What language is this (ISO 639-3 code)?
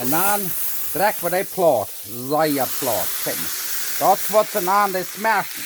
pdt